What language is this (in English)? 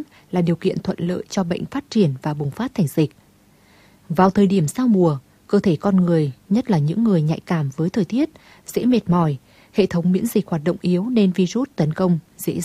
Vietnamese